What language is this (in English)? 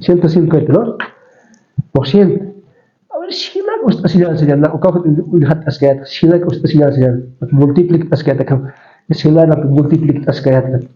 Aymara